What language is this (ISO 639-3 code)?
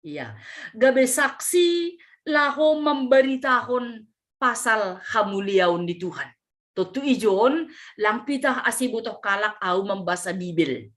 bts